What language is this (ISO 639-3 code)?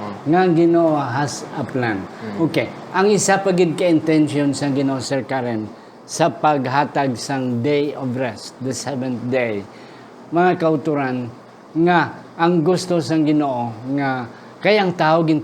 hil